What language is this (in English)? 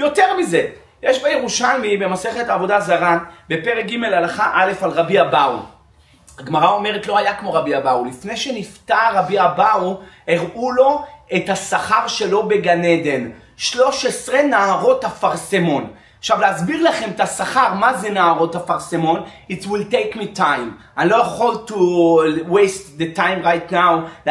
Hebrew